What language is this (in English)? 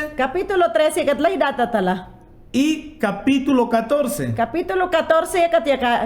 Mayangna